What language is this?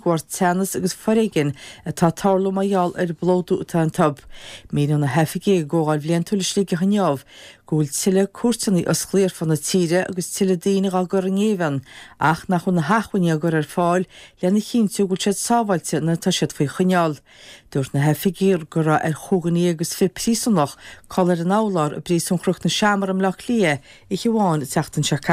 Irish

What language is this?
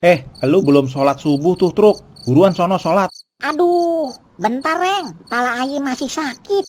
Betawi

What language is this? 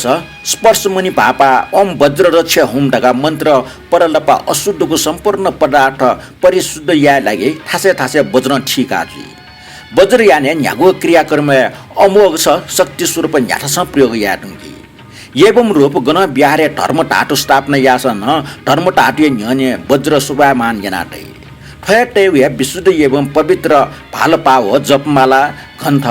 Newari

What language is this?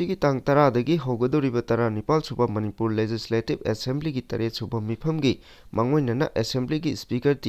Manipuri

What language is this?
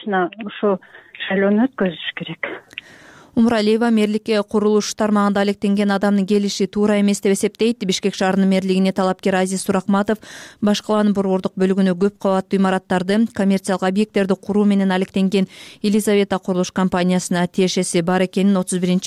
Kyrgyz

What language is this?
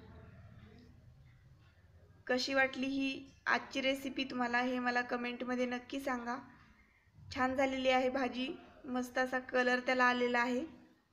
Marathi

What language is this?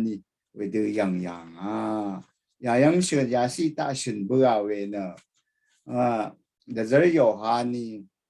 Rawang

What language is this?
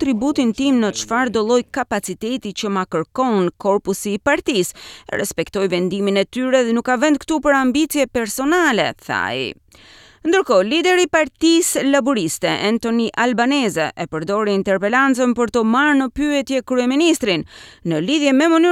Albanian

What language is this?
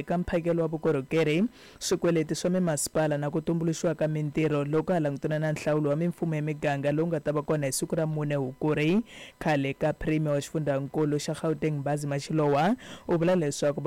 Tsonga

